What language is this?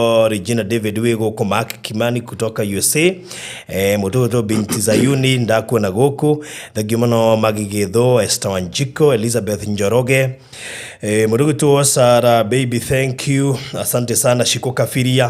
Kikuyu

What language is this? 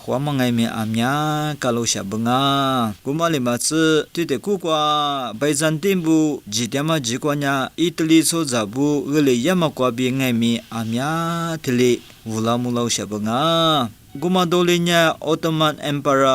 Lisu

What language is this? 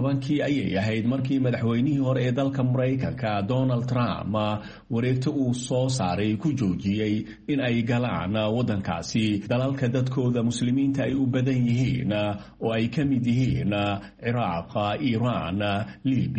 Somali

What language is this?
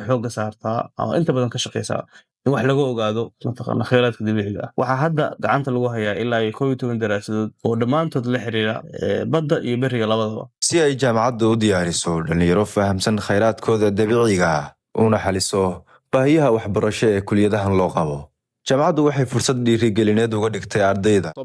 Somali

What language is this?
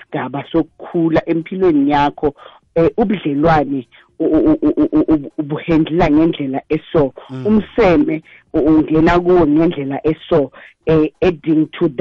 South Ndebele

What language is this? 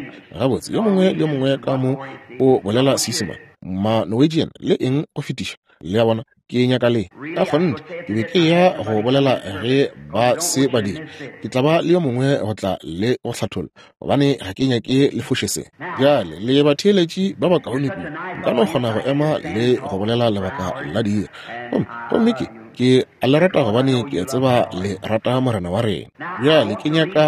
Northern Sotho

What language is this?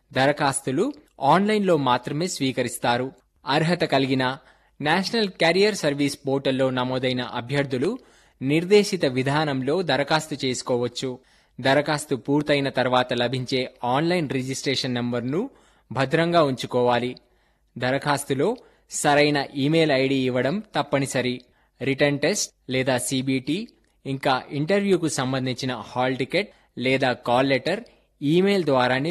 Telugu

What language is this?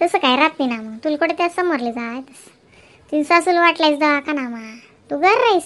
Khandesi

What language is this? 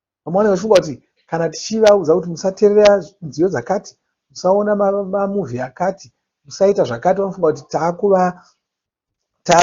Shona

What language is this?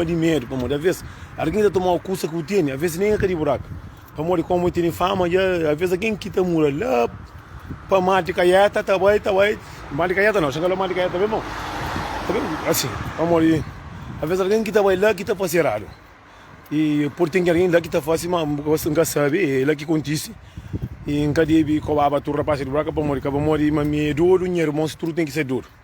Kabuverdianu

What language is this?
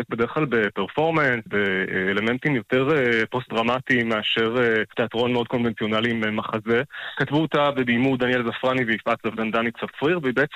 Hebrew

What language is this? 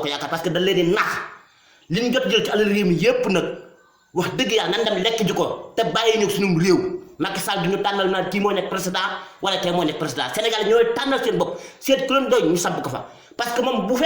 Wolof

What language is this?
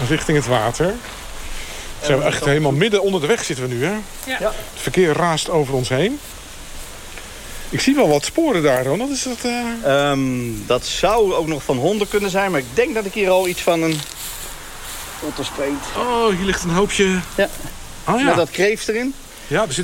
Dutch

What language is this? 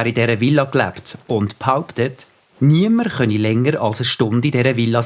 Swiss German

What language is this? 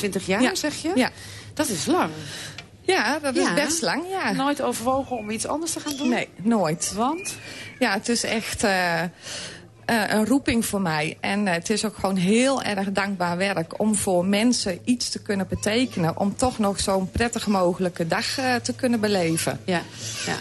Dutch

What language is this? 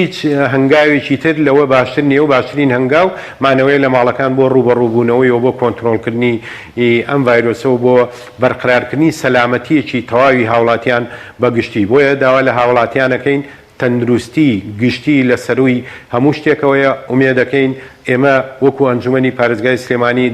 Central Kurdish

